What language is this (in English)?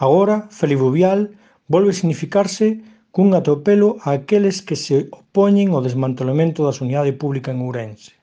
Galician